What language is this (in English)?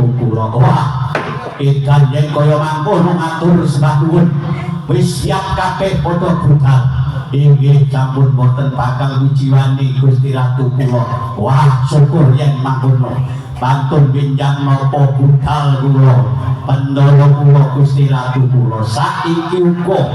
Javanese